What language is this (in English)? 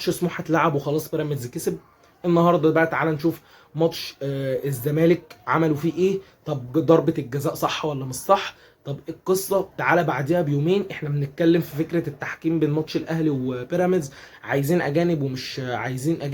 Egyptian Arabic